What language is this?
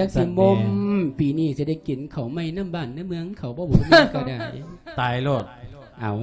Lao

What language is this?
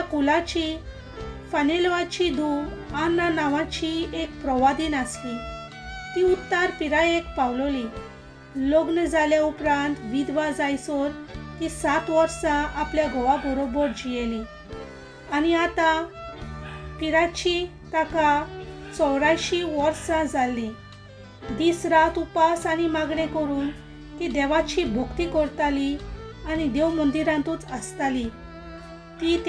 Konkani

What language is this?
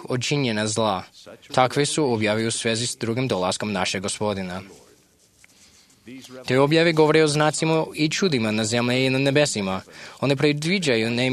Croatian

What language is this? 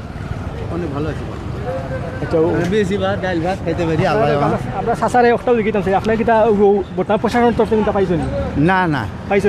Sylheti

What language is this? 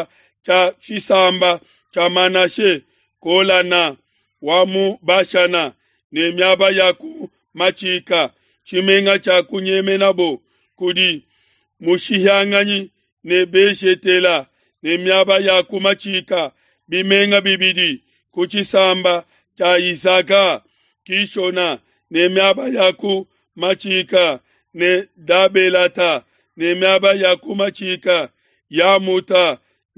Luba-Lulua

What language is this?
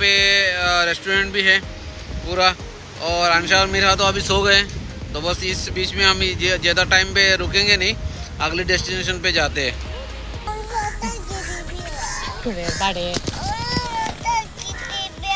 Hindi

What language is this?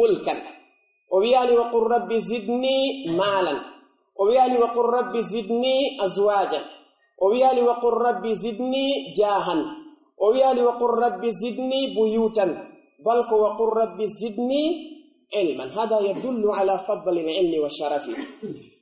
Pular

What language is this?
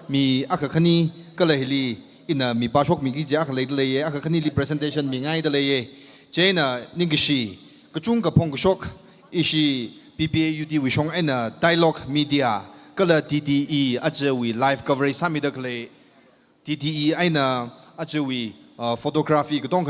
Tangkhul Naga (India)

